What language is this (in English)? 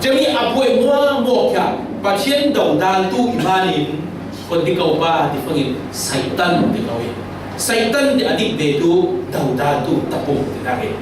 Falam Chin